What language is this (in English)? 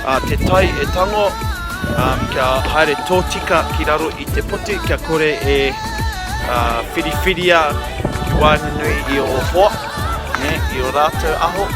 Māori